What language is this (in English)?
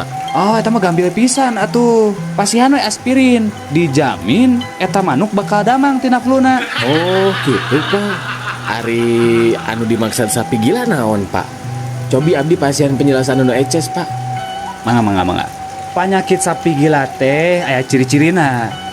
Sundanese